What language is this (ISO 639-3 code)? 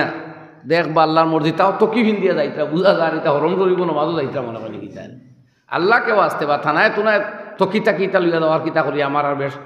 syl